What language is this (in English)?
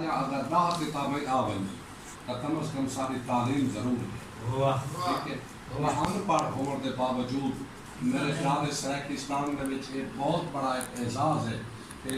Saraiki